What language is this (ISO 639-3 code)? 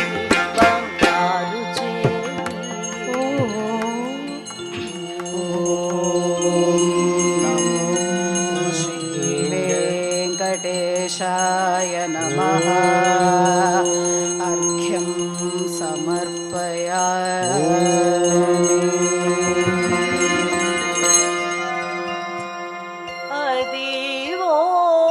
tel